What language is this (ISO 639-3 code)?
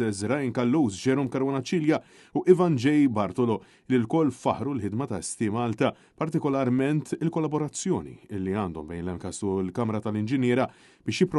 mlt